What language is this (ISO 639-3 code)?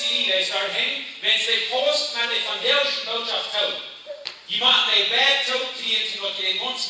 pdt